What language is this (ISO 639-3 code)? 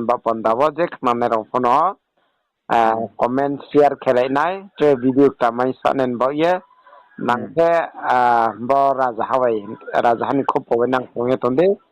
ria